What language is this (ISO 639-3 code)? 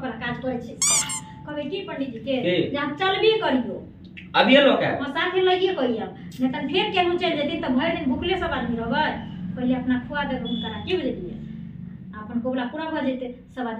mai